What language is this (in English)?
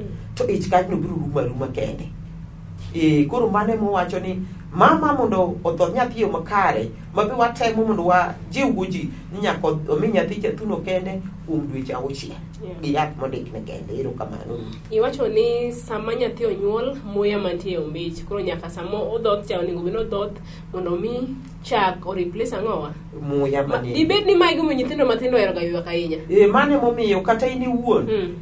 Luo (Kenya and Tanzania)